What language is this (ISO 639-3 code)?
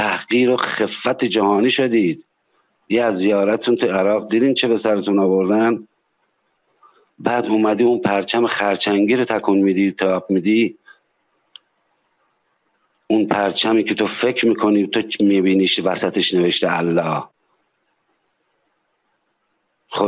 fas